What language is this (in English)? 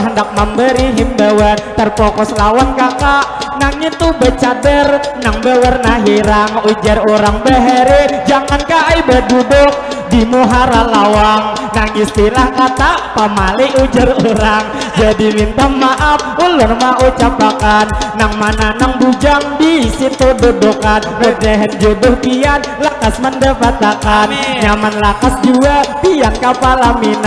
Banjar